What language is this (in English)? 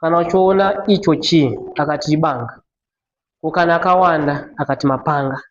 Shona